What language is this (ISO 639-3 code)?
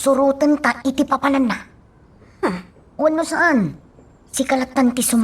ilo